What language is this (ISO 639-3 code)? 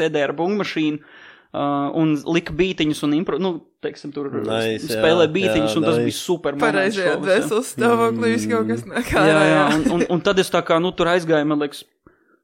lav